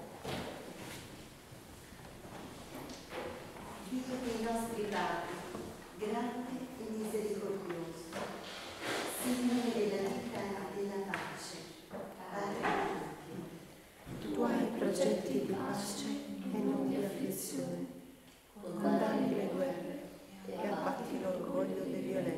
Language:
Italian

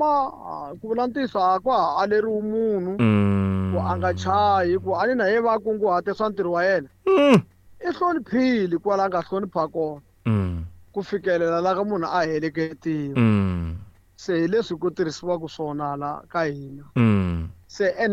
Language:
Tsonga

